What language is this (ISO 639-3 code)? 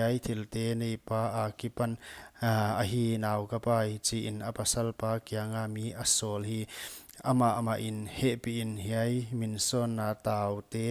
pck